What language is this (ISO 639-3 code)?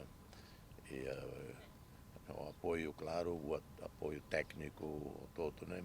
tet